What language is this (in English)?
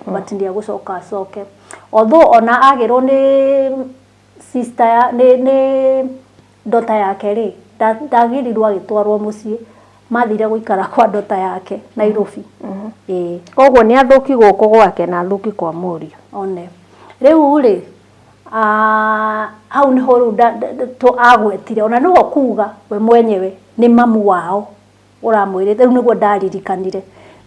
Kikuyu